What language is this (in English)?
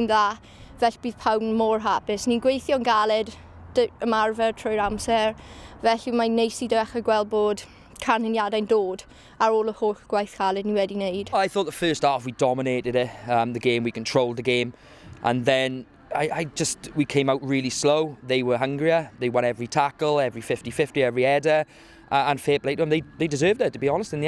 Welsh